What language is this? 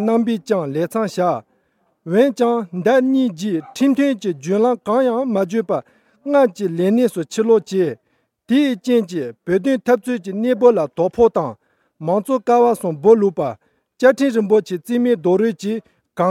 Tibetan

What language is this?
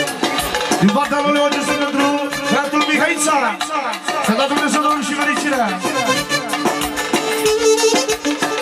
Romanian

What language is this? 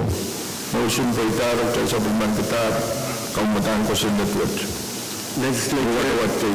Pohnpeian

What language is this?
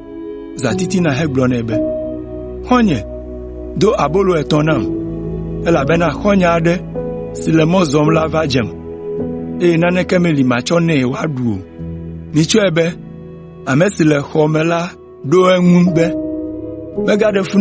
Ewe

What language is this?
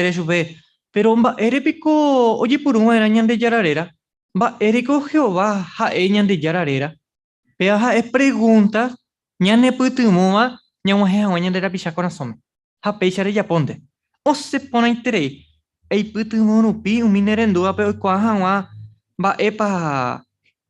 Guarani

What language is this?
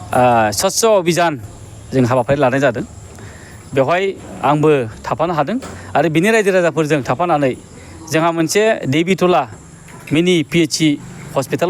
Bodo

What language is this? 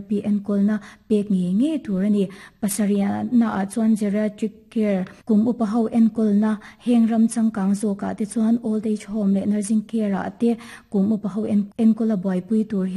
Mizo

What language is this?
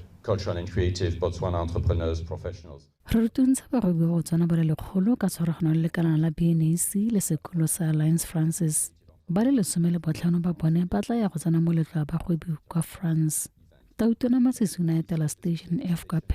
Tswana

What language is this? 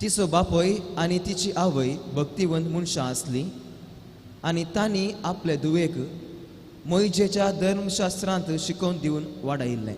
Konkani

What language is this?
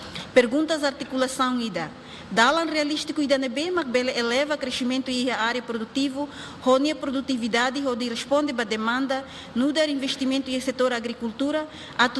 Tetum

